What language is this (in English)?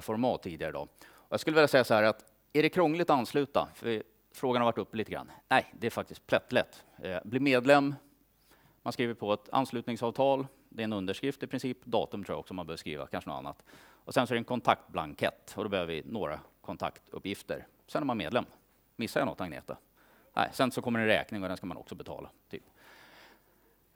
Swedish